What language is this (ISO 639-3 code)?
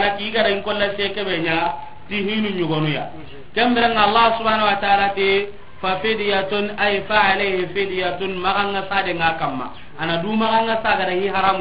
snk